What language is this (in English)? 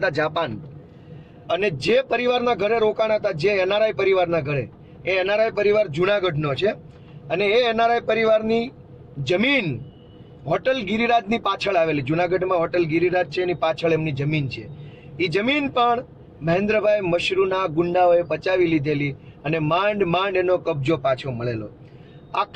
Gujarati